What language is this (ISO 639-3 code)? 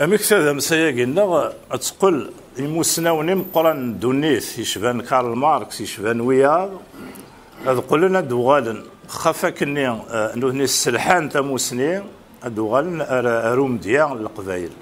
kab